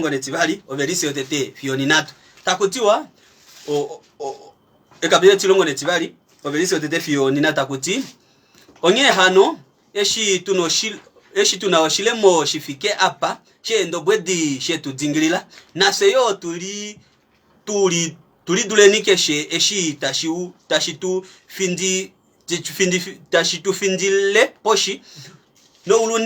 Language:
Kuanyama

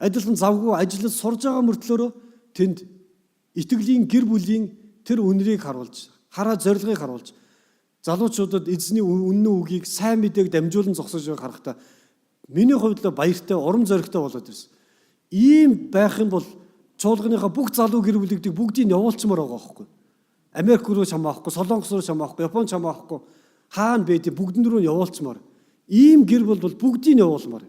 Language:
Mongolian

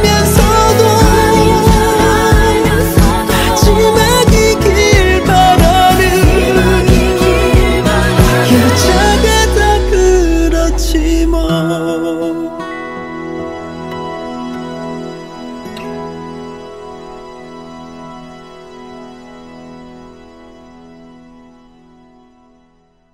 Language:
Korean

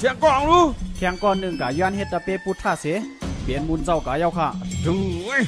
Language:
Shan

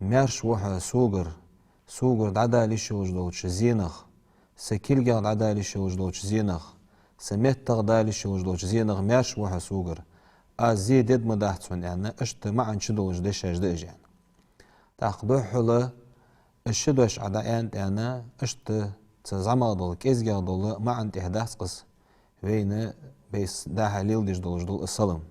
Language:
Ingush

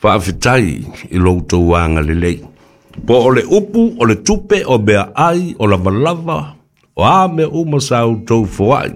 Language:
Samoan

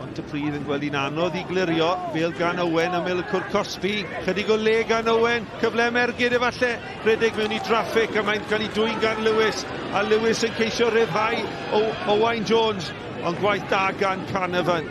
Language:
Welsh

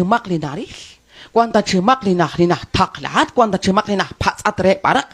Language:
Kekchí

